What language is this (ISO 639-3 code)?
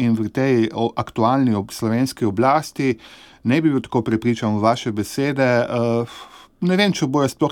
slv